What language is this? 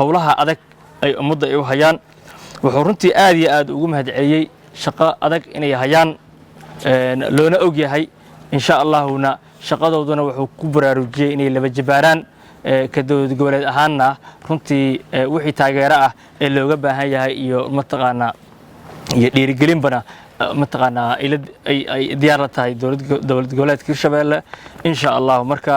Somali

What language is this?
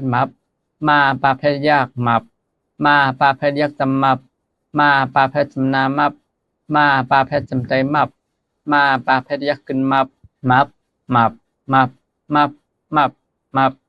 Shan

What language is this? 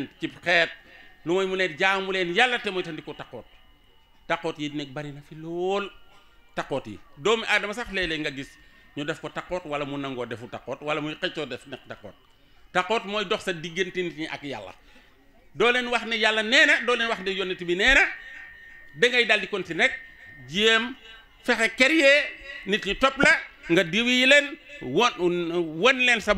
Wolof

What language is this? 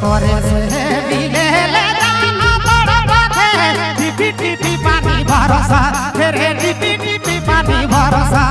Sadri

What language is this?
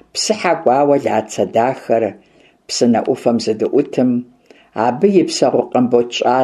Kabardian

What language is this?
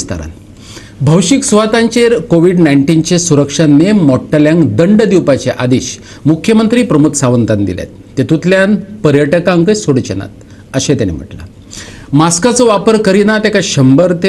Konkani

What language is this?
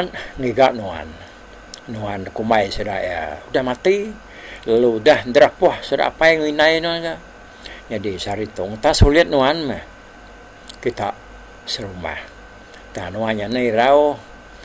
Iban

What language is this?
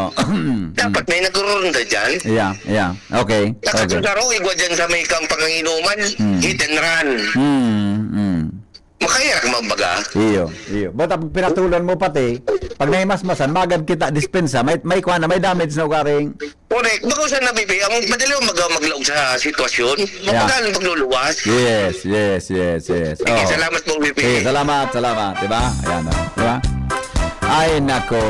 Bikol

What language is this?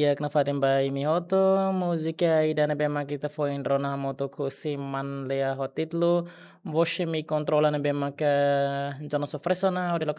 Tetum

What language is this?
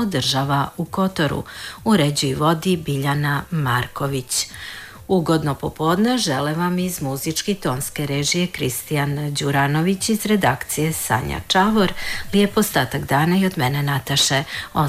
Serbian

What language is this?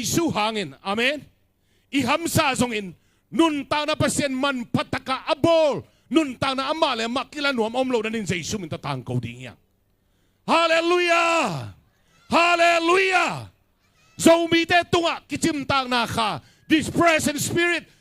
Tedim Chin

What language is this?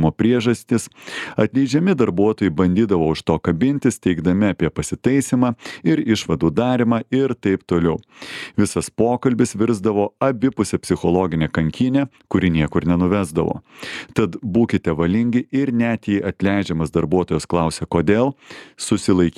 Lithuanian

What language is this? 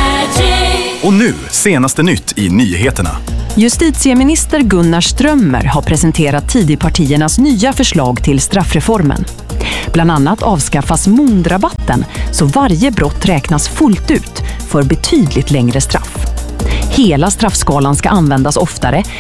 Swedish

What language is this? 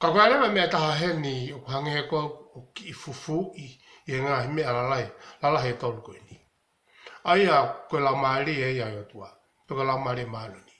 Tongan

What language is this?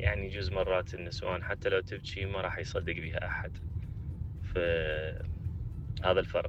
Mesopotamian Arabic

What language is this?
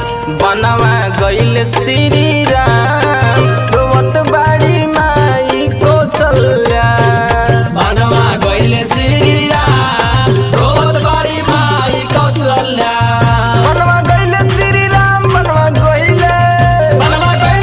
Bhojpuri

